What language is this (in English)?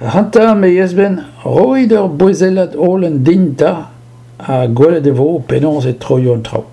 Breton